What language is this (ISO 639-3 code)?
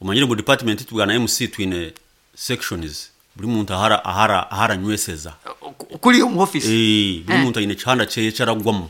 nyn